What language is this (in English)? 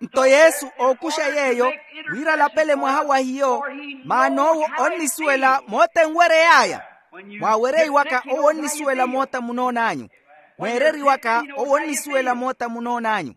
Makhuwa